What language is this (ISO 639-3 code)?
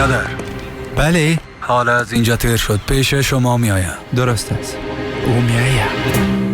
fas